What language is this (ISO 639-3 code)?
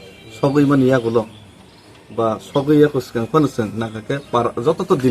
trp